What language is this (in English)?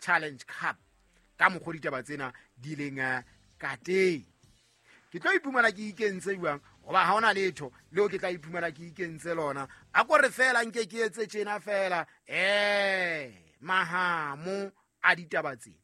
Southern Sotho